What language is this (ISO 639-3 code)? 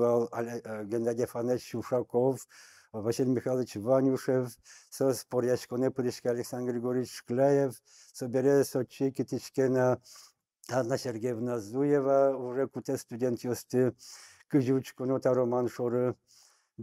udm